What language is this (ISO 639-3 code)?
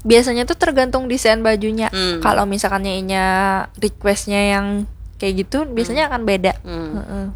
bjn